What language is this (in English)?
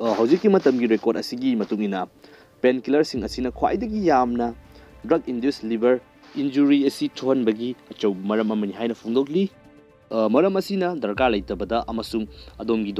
Manipuri